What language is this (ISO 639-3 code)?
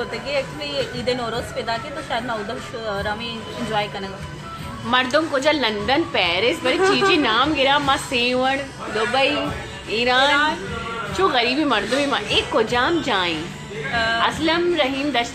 bal